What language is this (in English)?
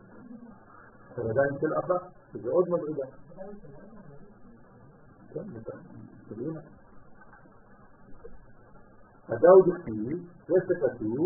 Hebrew